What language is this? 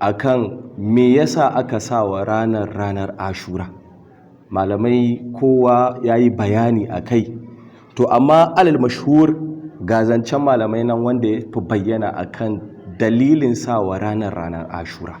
Hausa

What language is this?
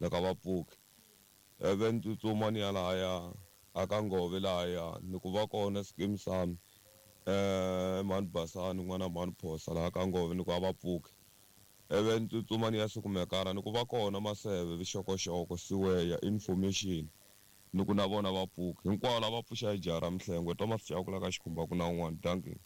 Tsonga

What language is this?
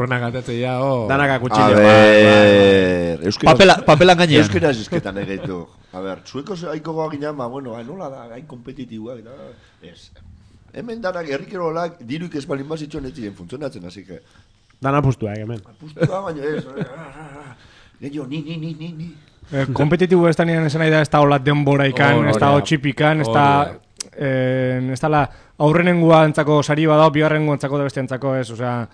Basque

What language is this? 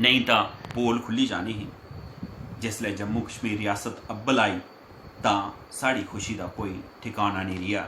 Dogri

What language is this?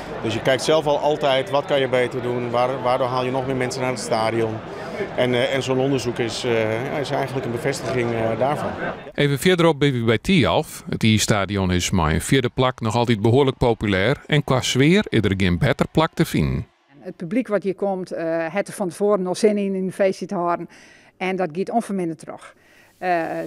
Western Frisian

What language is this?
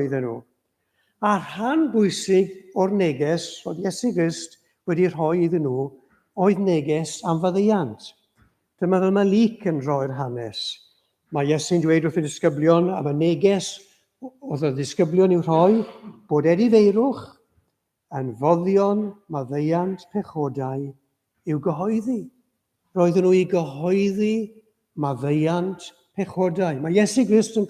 Welsh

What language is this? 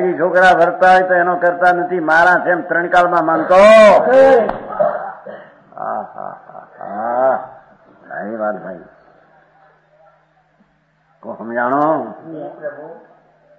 Gujarati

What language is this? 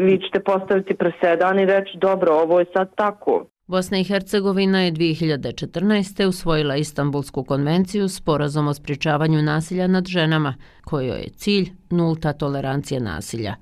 Bosnian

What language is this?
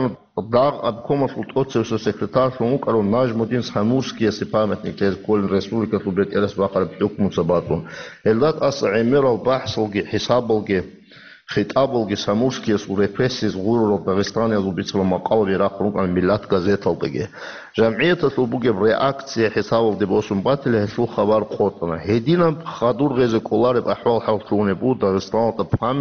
Avaric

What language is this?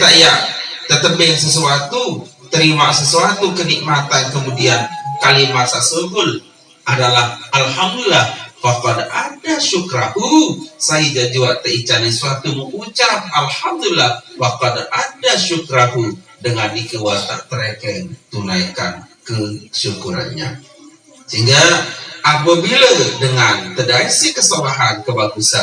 Sasak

